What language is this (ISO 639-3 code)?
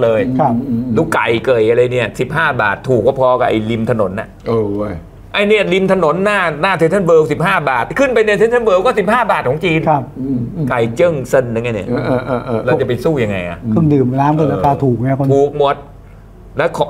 tha